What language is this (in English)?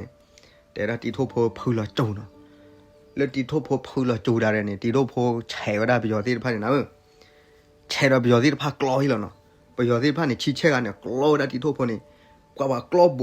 S'gaw Karen